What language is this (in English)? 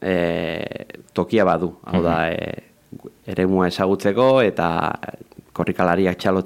Basque